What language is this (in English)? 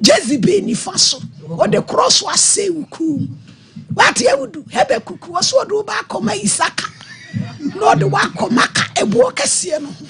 Akan